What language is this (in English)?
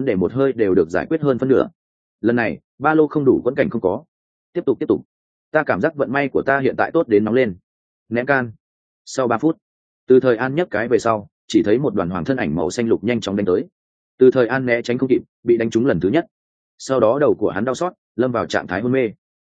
Vietnamese